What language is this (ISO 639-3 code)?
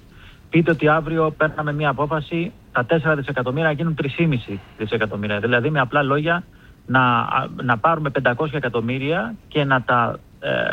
ell